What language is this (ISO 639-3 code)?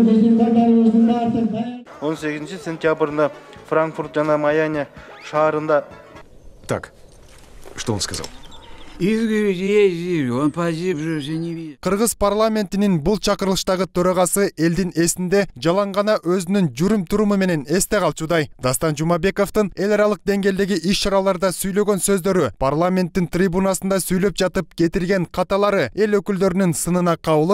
kir